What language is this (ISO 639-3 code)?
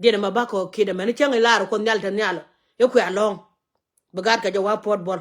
nus